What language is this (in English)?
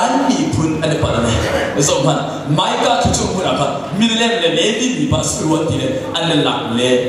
Hakha Chin